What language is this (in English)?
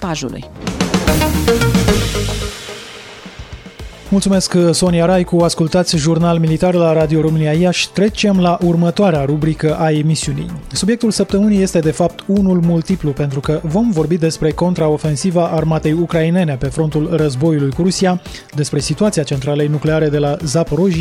Romanian